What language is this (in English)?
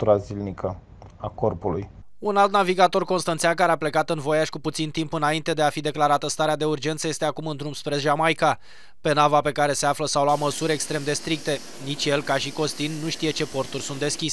Romanian